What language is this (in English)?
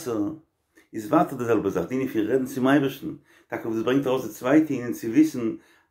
Yiddish